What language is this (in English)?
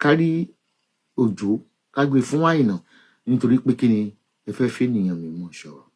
Yoruba